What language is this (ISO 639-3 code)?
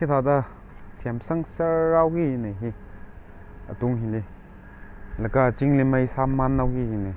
nmf